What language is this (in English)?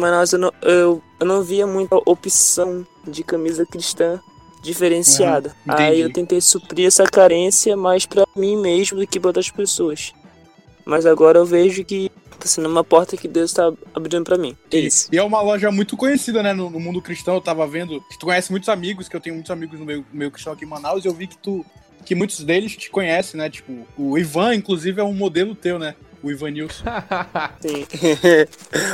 Portuguese